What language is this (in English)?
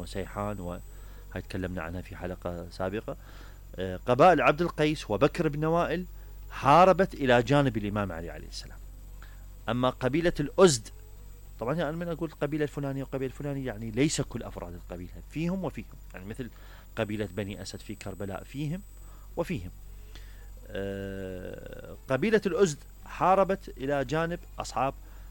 Mesopotamian Arabic